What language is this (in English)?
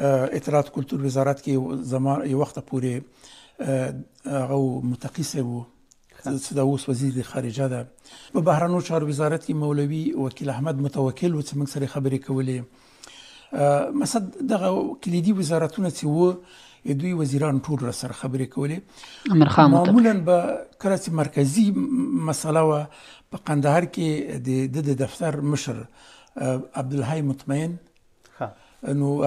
Pashto